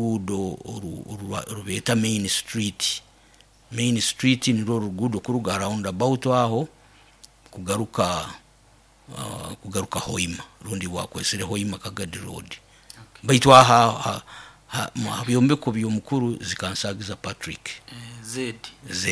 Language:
Nyoro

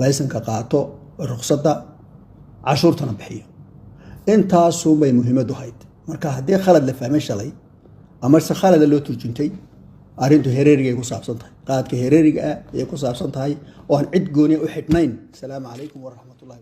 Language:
Somali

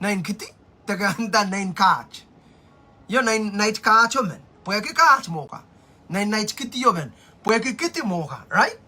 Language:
Pohnpeian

